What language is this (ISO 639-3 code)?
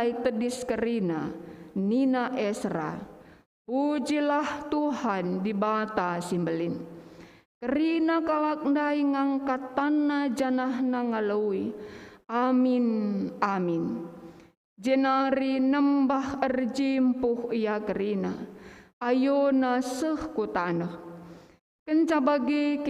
btx